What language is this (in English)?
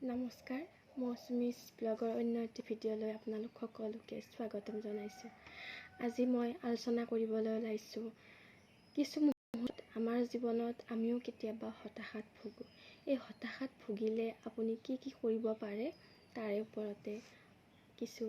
Assamese